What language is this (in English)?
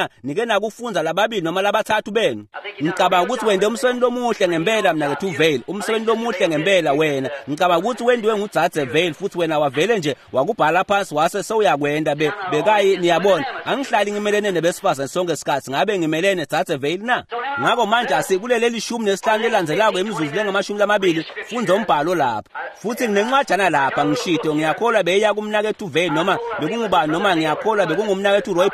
Swati